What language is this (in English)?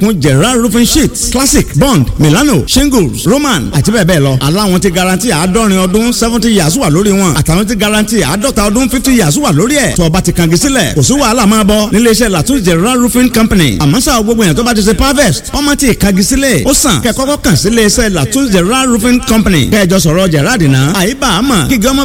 Yoruba